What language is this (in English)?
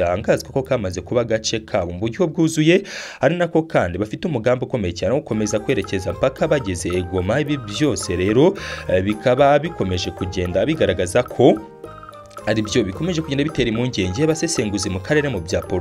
Kinyarwanda